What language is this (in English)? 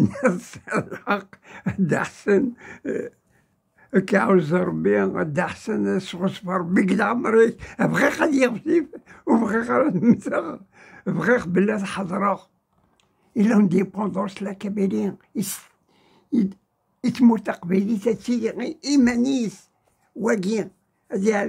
Kabyle